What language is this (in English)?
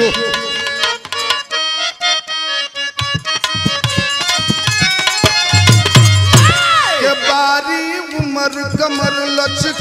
Bhojpuri